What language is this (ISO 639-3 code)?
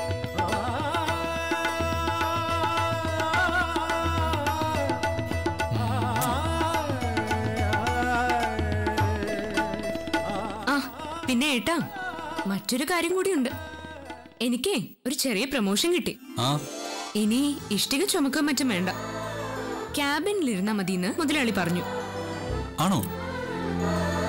mal